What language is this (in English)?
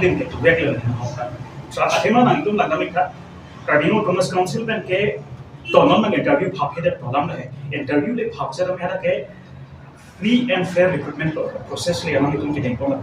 Karbi